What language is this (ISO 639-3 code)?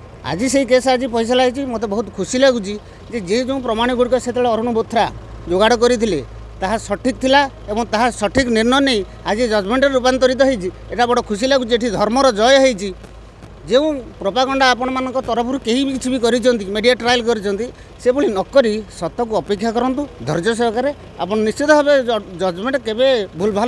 ori